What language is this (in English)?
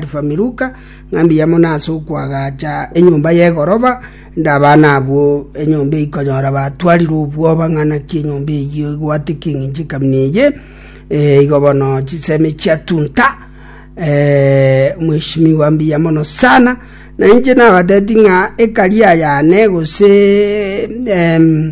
Gusii